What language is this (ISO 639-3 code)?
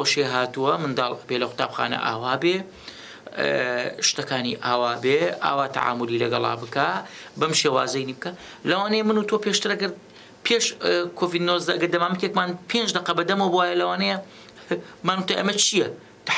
ckb